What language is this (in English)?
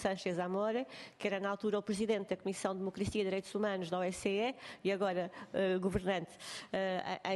Portuguese